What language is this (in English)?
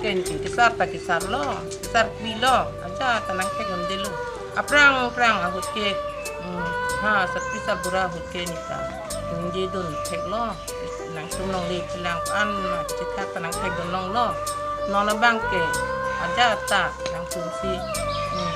Karbi